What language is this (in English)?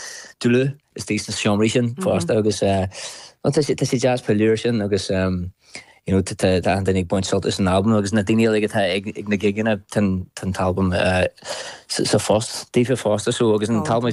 Irish